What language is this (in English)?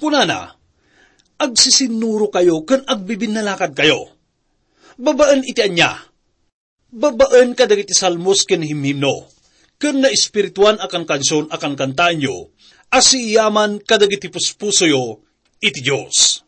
Iloko